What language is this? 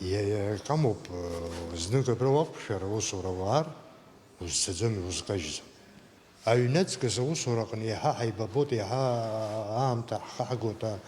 Abkhazian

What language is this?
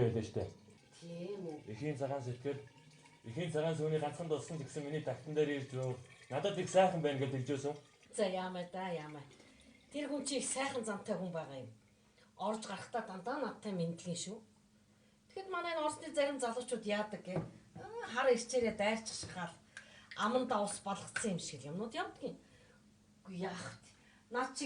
Mongolian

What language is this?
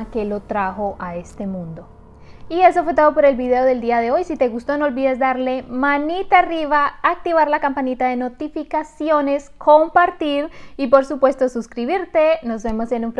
Spanish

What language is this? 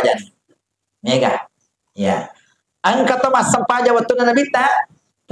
Buginese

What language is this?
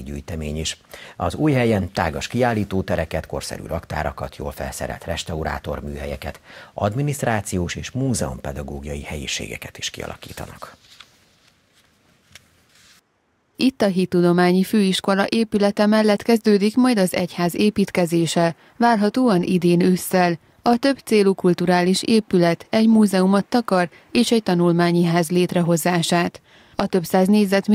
Hungarian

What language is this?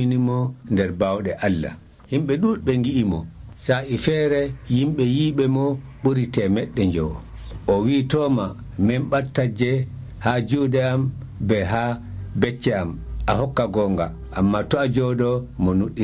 Nigerian Fulfulde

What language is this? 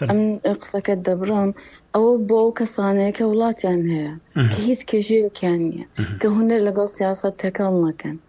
Kurdish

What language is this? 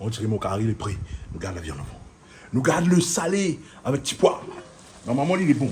Réunion Creole French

